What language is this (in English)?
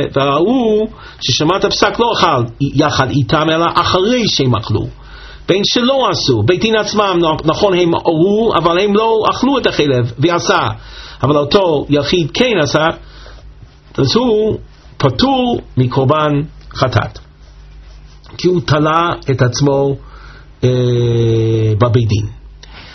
Hebrew